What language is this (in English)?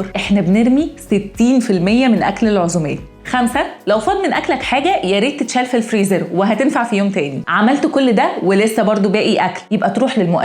Egyptian Arabic